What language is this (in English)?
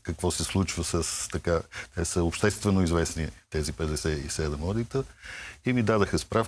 Bulgarian